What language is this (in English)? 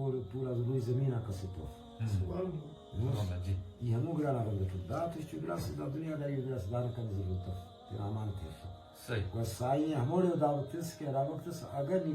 Brahui